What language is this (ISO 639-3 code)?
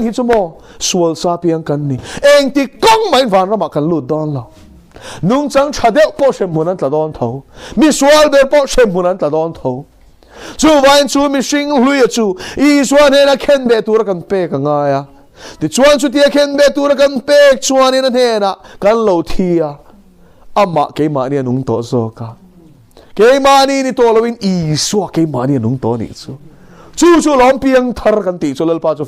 lus